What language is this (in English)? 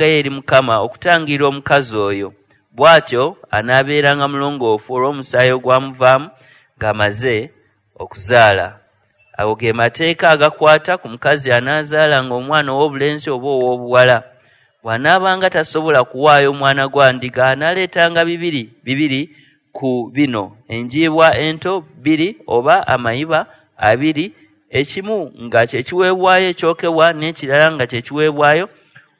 Ganda